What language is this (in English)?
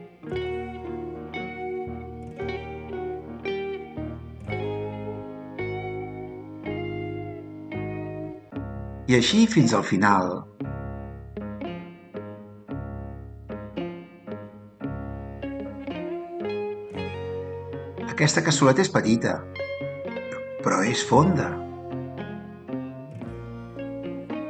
Catalan